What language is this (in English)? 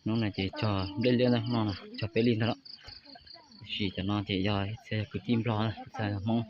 Hmong